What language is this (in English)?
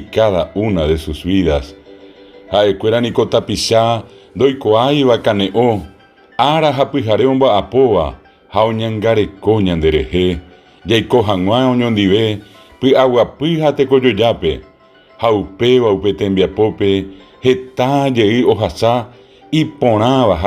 Guarani